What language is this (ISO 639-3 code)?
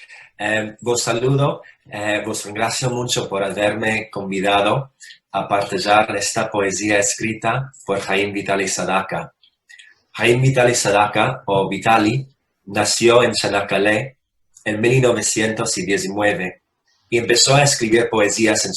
lad